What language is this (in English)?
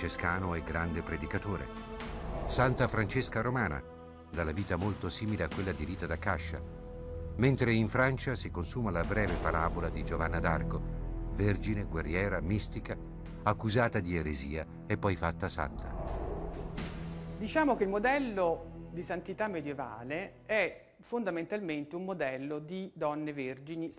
Italian